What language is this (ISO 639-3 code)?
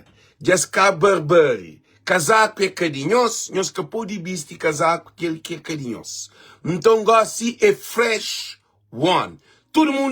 kea